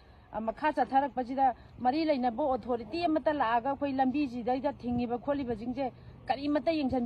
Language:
Manipuri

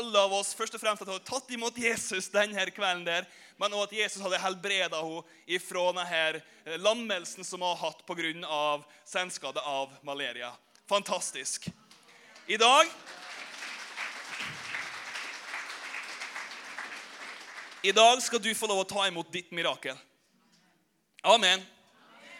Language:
Norwegian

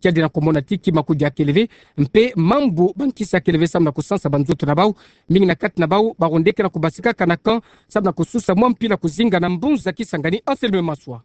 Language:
Kituba (Democratic Republic of Congo)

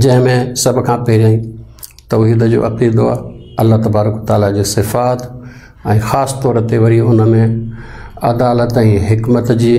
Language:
Sindhi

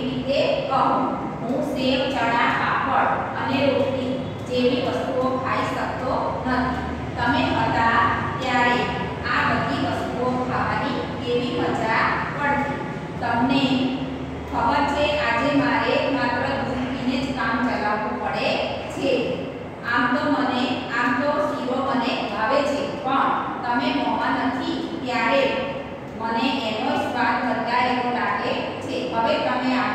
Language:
Gujarati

